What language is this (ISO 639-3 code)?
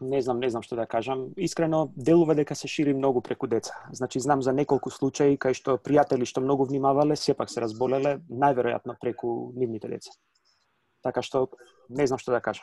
mkd